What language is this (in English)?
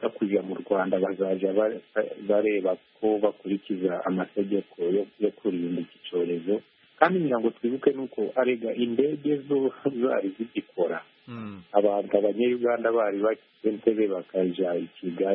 Kinyarwanda